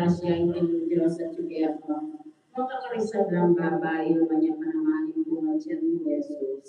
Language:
Pampanga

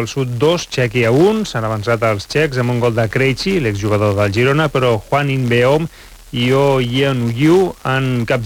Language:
Catalan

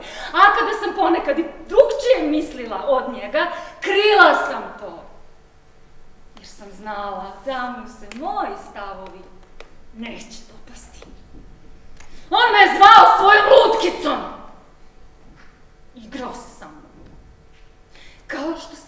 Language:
Serbian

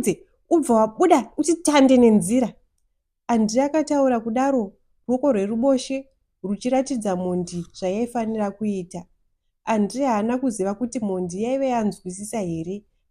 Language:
Shona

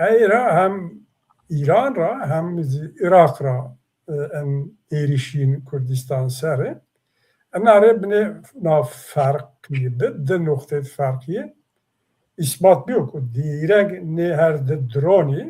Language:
Zaza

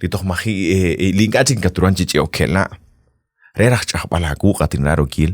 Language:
Kekchí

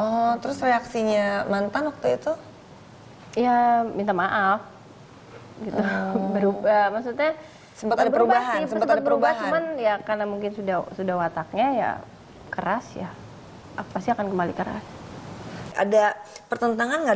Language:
Indonesian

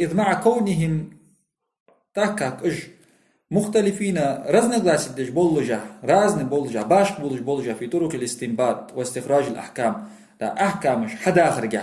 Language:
Ingush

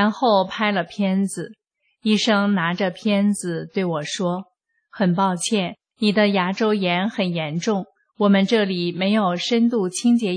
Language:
Chinese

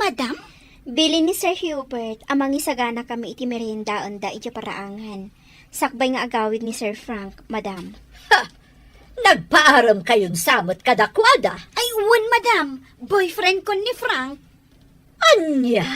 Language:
Iloko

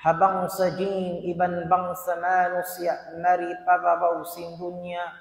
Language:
Tausug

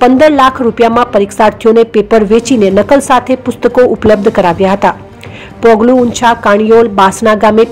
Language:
Gujarati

